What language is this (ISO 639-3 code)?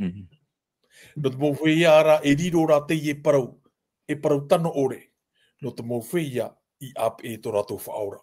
tah